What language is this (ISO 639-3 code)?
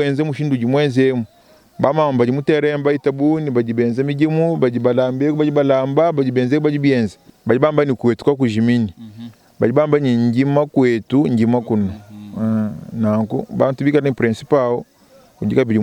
lua